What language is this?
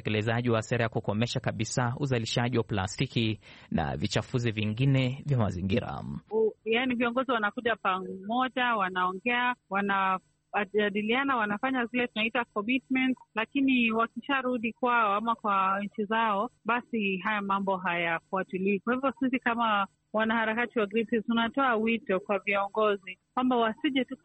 Swahili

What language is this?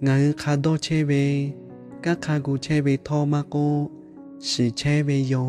Lahu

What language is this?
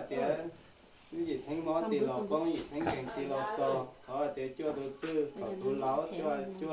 Hmong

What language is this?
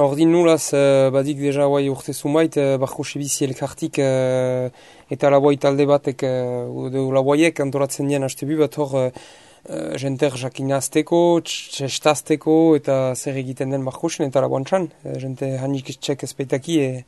Basque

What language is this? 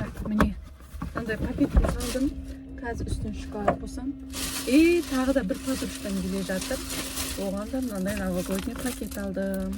Kazakh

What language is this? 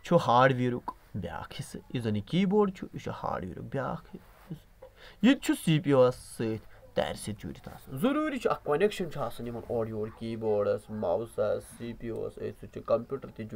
Kashmiri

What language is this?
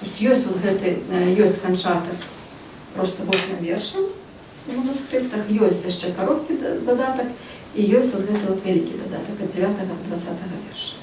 Belarusian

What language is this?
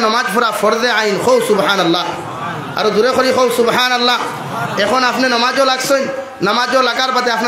Sylheti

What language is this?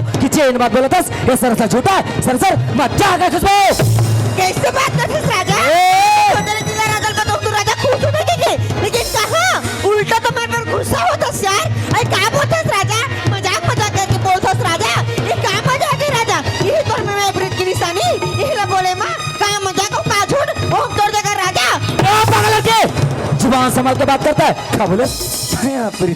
Chhattisgarhi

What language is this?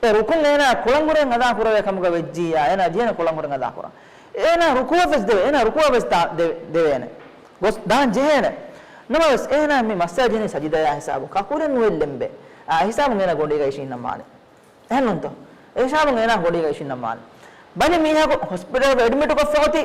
Divehi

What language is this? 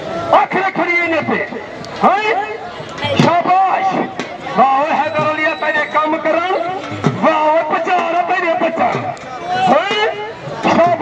Saraiki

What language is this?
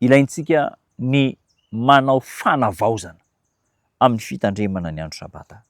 Malagasy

